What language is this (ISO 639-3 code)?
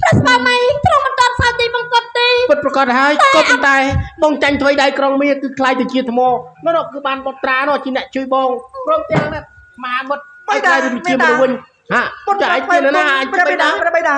khm